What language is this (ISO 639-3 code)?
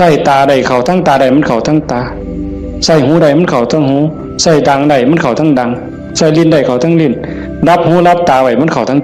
tts